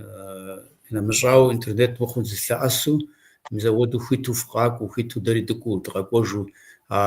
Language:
Kabardian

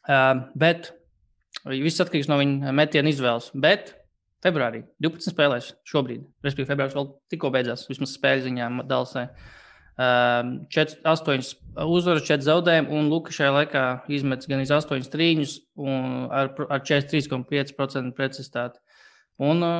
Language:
Latvian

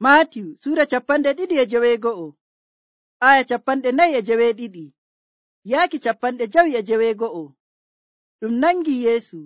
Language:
Nigerian Fulfulde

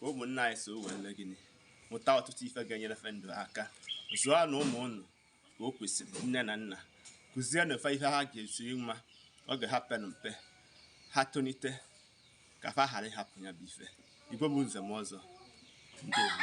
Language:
Igbo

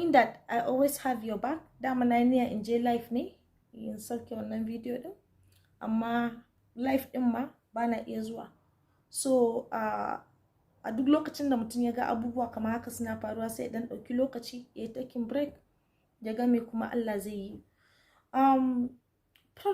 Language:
Hausa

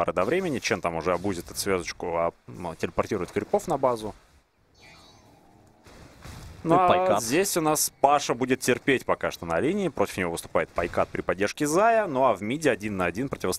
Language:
Russian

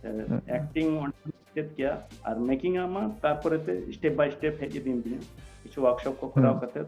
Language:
Santali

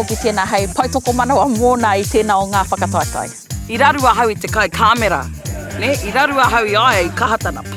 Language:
Māori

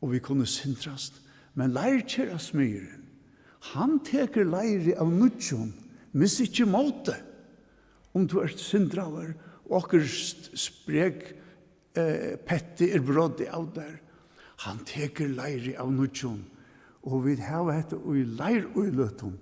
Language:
Faroese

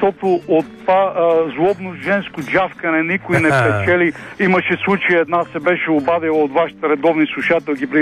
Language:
Bulgarian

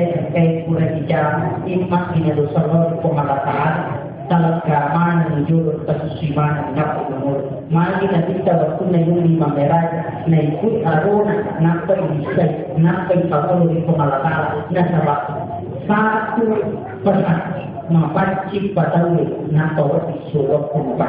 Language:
Buginese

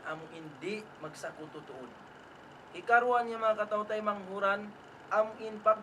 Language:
Tausug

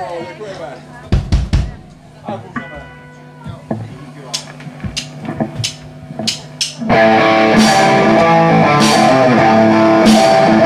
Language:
Czech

